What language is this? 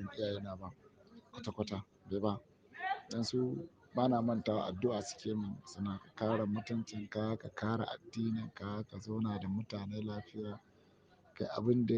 Hausa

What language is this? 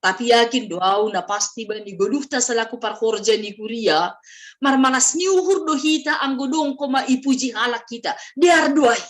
Batak Simalungun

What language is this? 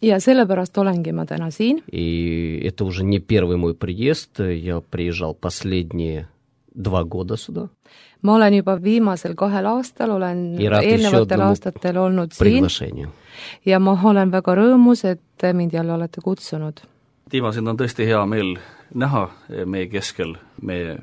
Estonian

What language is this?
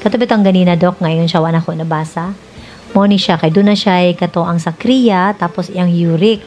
Cebuano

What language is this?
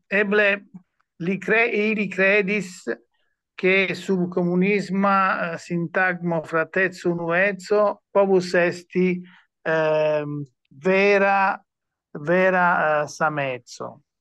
Esperanto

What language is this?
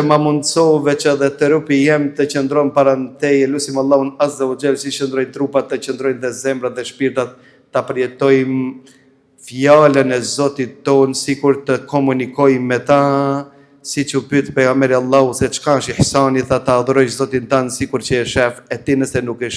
Albanian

